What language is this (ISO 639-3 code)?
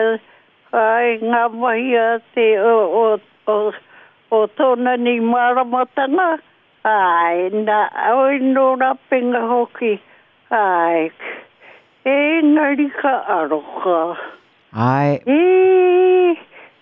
mri